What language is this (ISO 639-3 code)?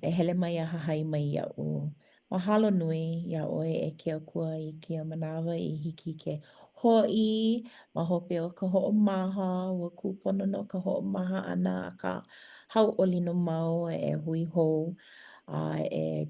haw